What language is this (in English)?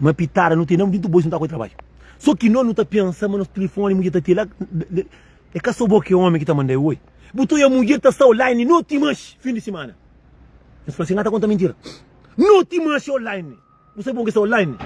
Kabuverdianu